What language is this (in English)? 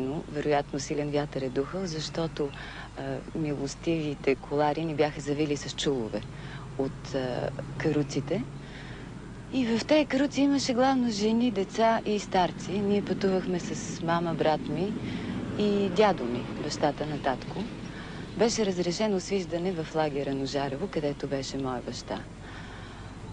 Bulgarian